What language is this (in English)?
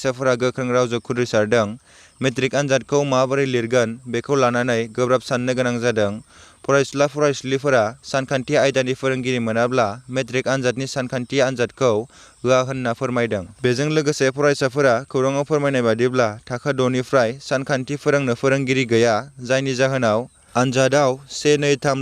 Bodo